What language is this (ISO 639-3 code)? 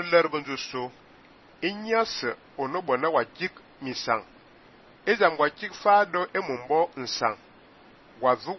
fan